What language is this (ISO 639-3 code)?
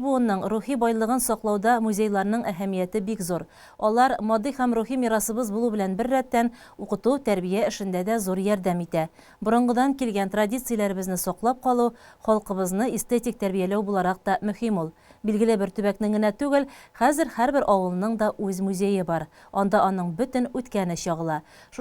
tat